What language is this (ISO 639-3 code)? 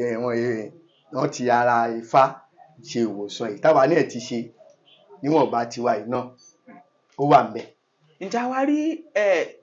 yor